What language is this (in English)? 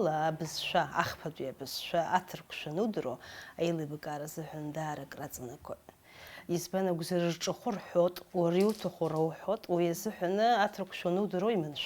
Abkhazian